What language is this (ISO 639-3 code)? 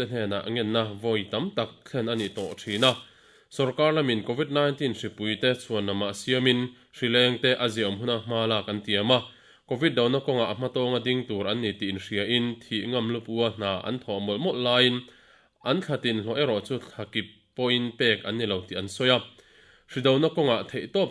lus